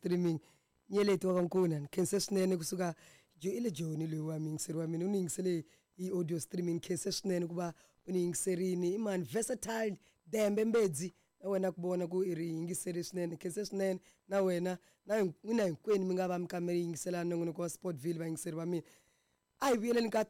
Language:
Tsonga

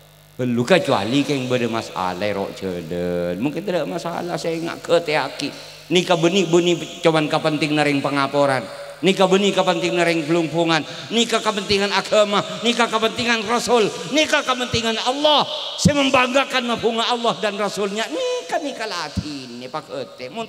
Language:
Madurese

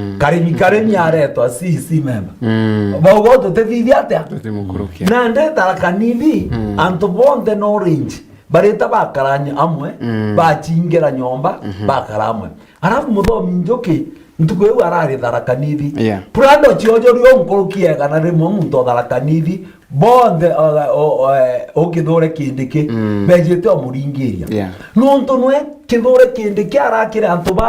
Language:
Meru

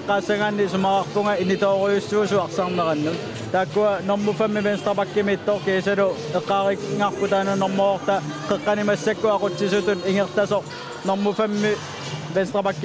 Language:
Kalaallisut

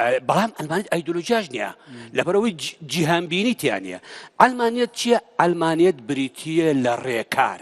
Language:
Central Kurdish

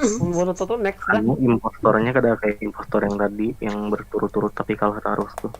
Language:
Banjar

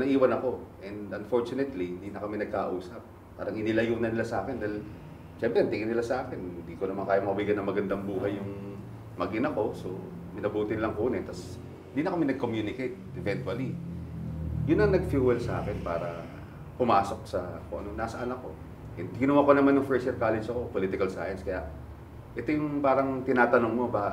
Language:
Filipino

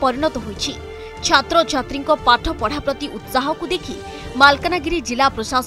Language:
Odia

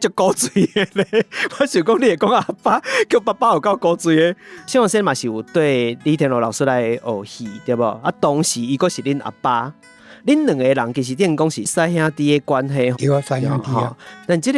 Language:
Min Nan Chinese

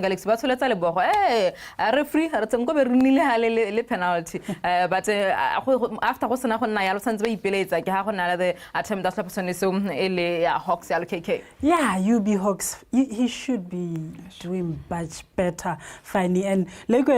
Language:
Tswana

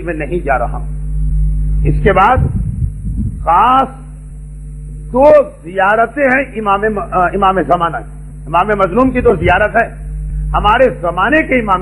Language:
Urdu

